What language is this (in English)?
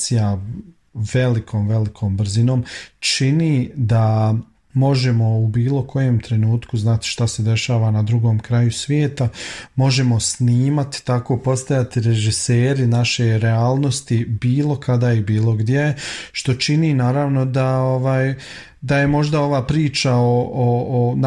Bosnian